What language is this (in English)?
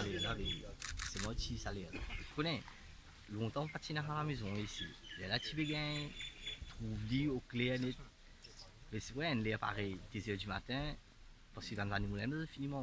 Morisyen